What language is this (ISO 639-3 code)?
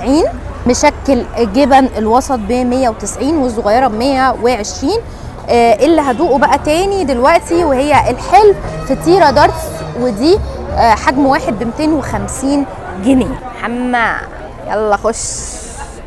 arz